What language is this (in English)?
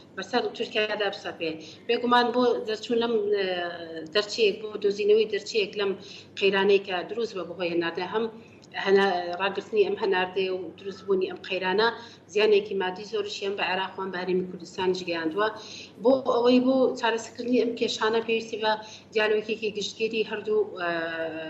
Central Kurdish